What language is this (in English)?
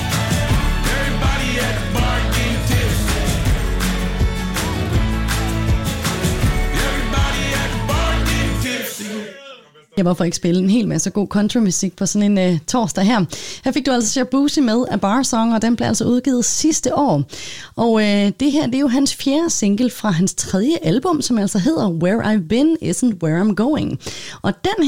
Danish